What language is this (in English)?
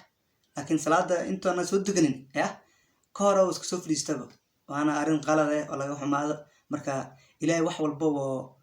Somali